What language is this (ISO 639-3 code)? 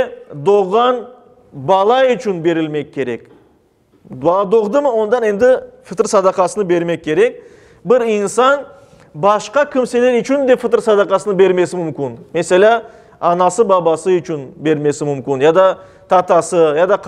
crh